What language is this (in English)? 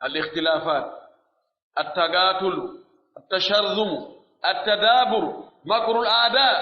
Pular